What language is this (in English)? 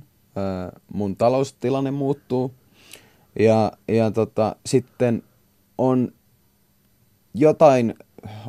Finnish